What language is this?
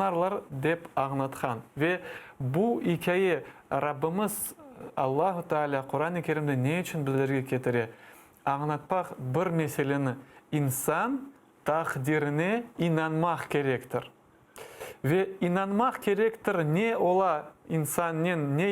Crimean Tatar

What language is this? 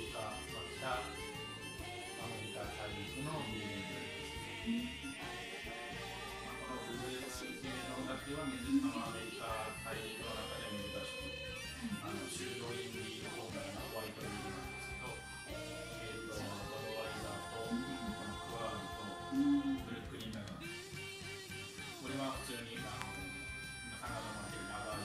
Japanese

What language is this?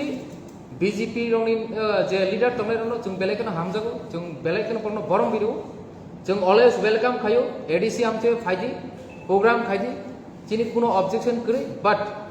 Kok Borok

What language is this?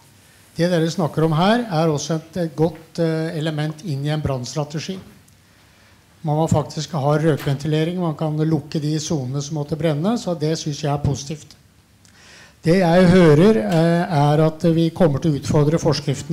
Norwegian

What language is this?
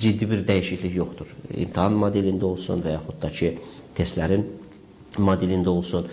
Azerbaijani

